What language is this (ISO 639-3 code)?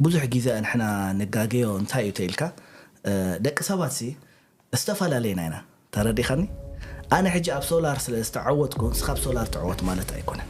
tir